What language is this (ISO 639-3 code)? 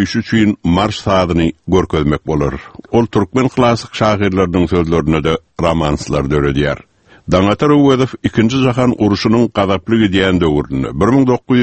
tuk